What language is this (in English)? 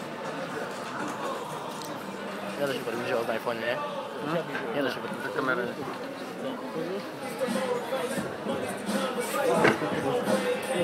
Slovak